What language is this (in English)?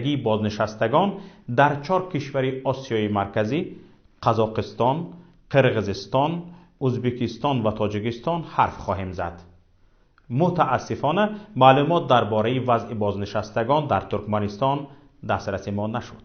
Tajik